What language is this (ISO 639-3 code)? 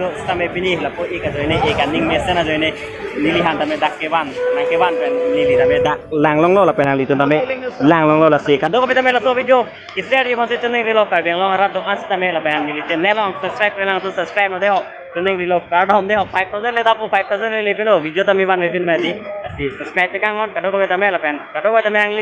mjw